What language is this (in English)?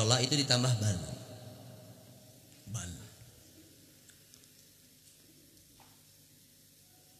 Indonesian